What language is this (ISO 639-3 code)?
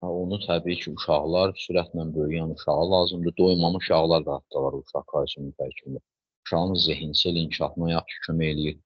aze